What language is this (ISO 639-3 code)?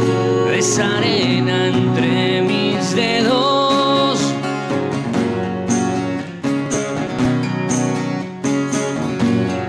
spa